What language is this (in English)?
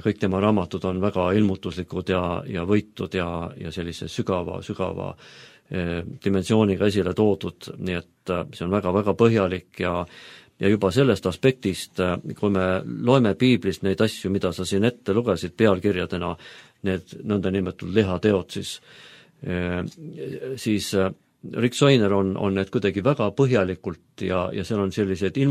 Estonian